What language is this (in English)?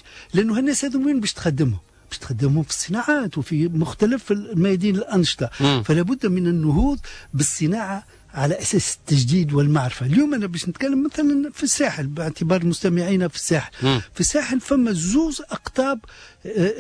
Tunisian Arabic